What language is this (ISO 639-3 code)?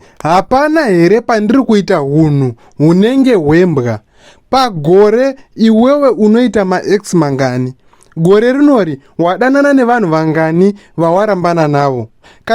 sna